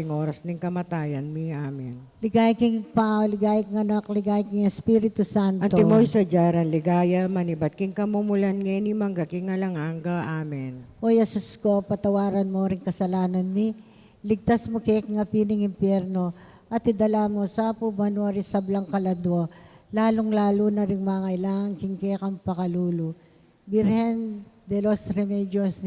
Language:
Pampanga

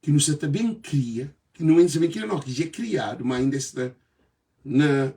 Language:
Kabuverdianu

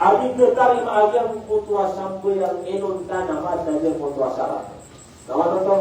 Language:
Maranao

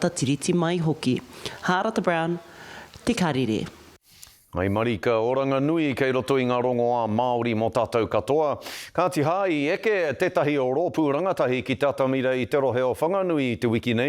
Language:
Māori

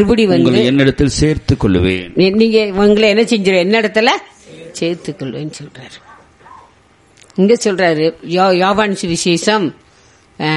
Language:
Tamil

